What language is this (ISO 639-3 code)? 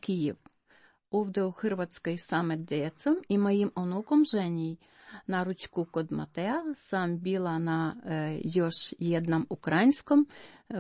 hrv